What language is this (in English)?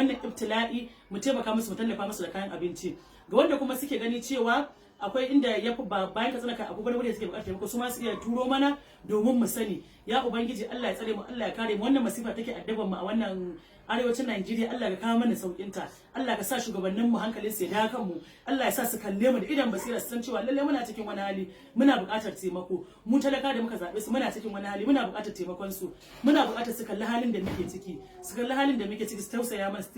Hausa